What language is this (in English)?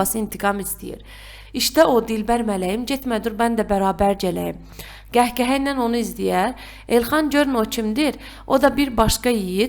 Azerbaijani